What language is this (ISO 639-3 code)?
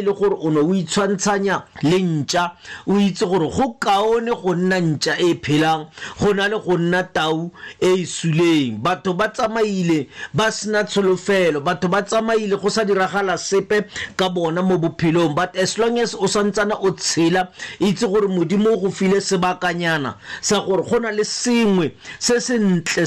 tsn